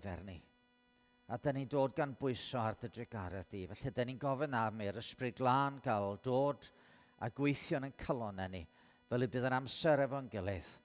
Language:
Welsh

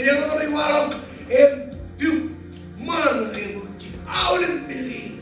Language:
Marshallese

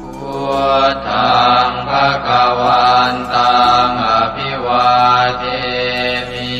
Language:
Pali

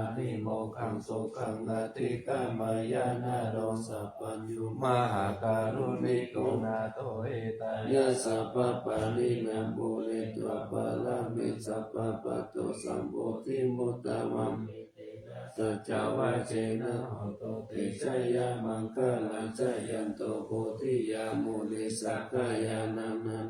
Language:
Pali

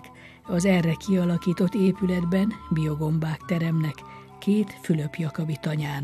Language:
Hungarian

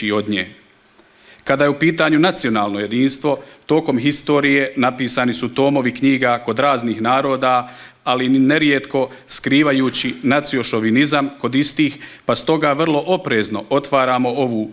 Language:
Bosnian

